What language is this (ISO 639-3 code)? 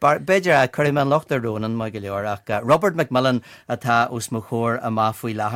gle